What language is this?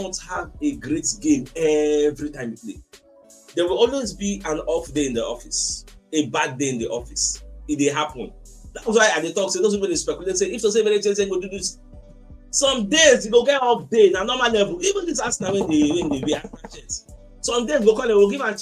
Nigerian Pidgin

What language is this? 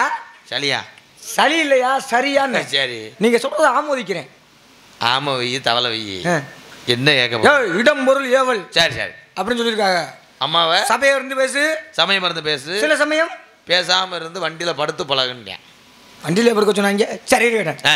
Tamil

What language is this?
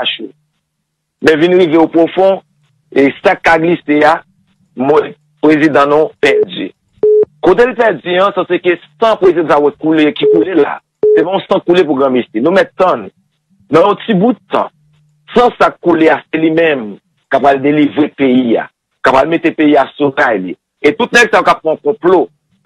Haitian Creole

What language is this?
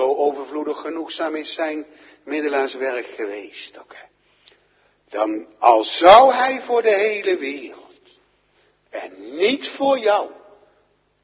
Dutch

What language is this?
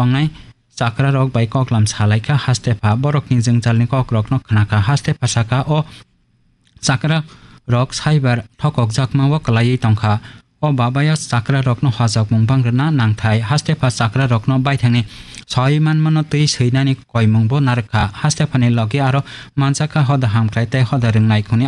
Kok Borok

